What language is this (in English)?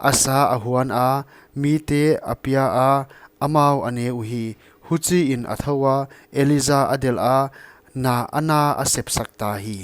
Paite Chin